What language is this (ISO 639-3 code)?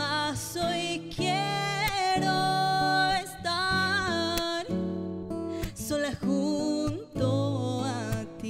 spa